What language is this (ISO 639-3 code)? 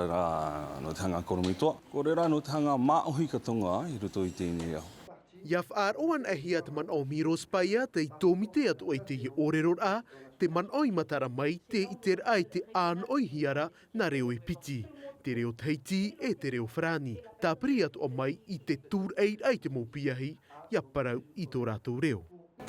tah